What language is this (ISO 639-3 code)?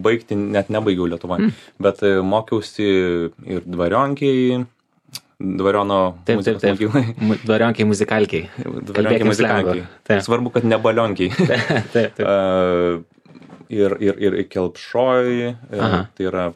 lit